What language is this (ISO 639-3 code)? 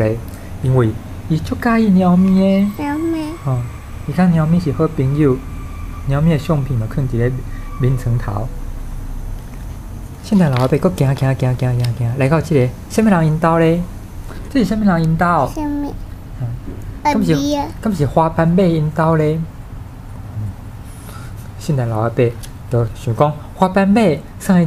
nan